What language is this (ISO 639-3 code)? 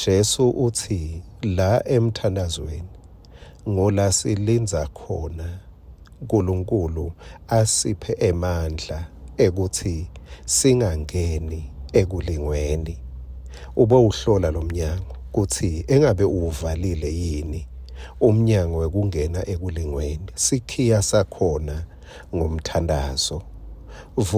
ssw